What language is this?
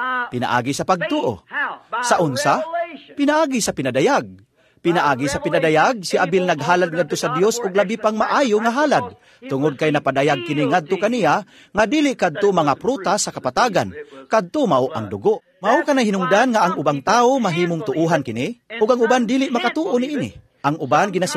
Cebuano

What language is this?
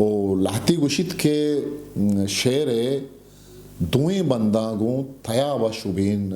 Eastern Balochi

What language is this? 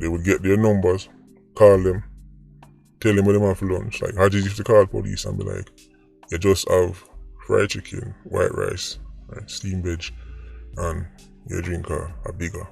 Jamaican Creole English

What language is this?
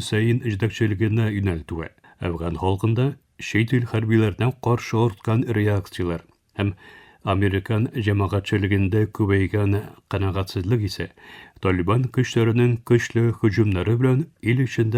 Tatar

